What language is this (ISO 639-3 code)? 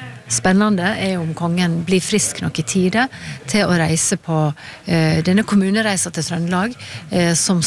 nor